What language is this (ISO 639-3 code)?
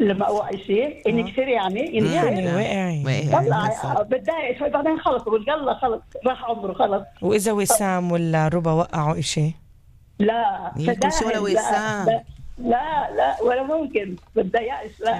apc